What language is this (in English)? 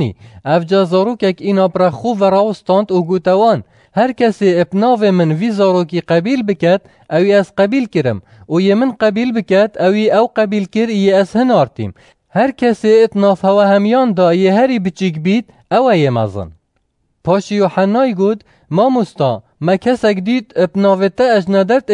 Kurdish